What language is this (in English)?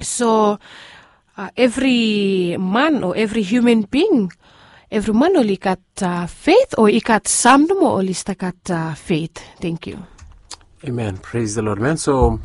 Bislama